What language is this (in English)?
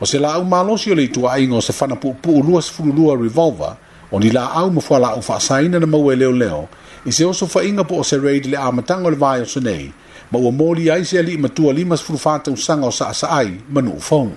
Samoan